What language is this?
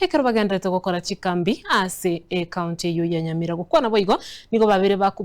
Gusii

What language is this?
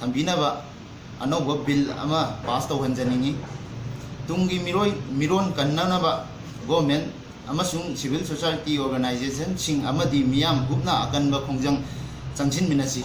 Manipuri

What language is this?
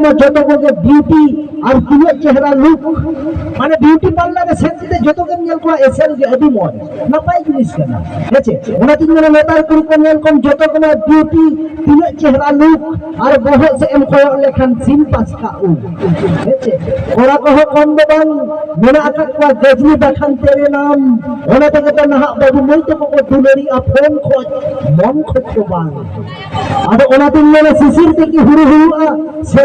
Santali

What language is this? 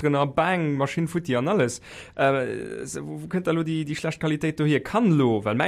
Luxembourgish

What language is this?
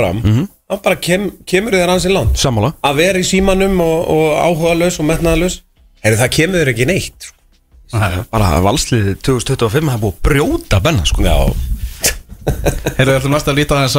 Icelandic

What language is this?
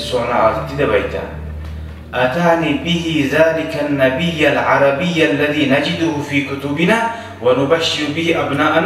Kumyk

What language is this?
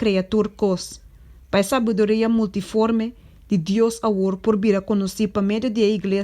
Papiamento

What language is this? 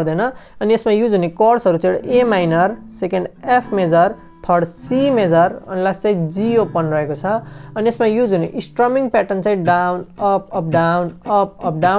Nepali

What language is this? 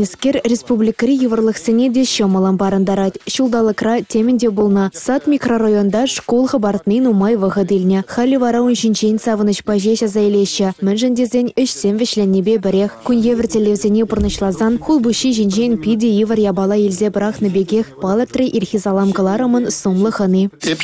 Chuvash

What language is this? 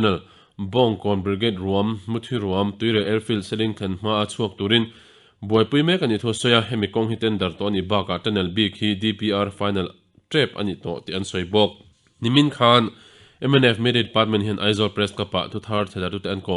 Mizo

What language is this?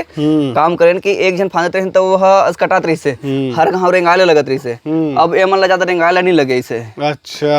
Chhattisgarhi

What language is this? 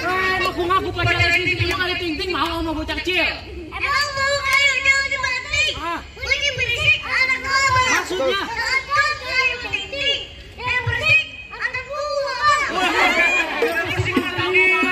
Betawi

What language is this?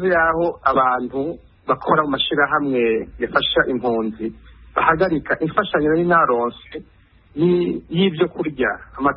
Rundi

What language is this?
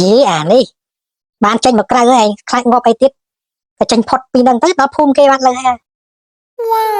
Khmer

